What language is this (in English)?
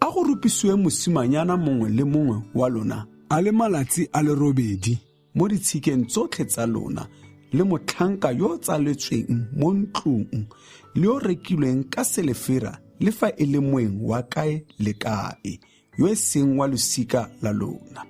Tswana